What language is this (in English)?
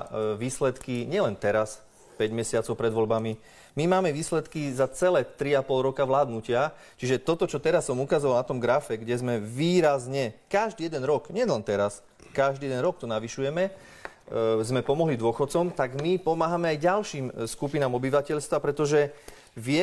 Slovak